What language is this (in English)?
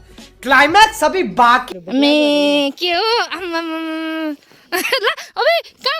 Nepali